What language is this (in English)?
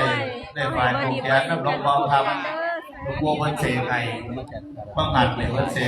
Northeastern Thai